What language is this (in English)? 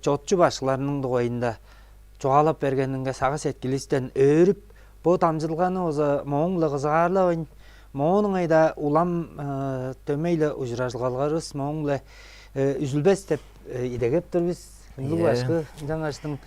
Tuvinian